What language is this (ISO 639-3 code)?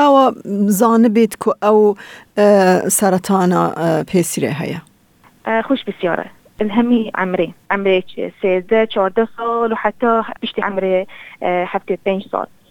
kur